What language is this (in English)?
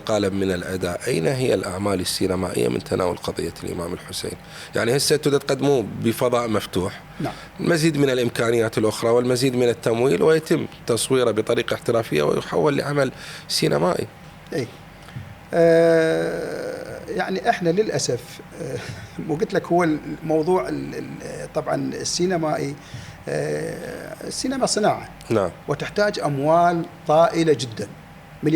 Mesopotamian Arabic